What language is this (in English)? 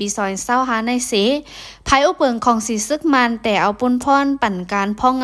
Shan